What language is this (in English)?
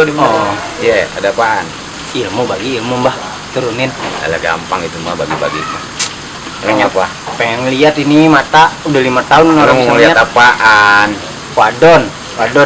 Betawi